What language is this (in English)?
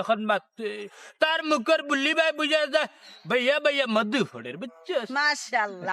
Sylheti